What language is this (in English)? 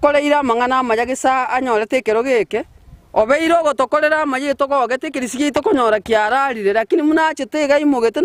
Gusii